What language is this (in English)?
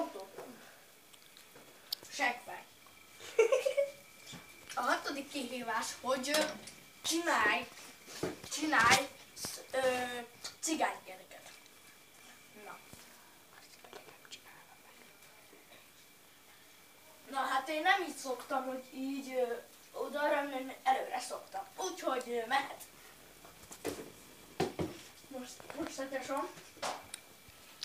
Hungarian